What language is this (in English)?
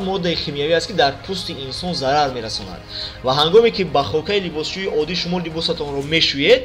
Tajik